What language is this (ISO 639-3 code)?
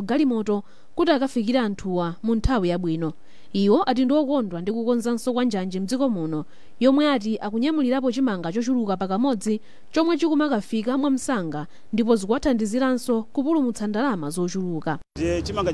nya